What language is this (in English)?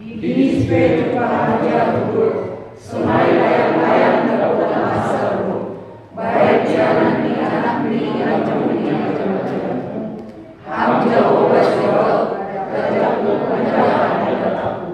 Batak Simalungun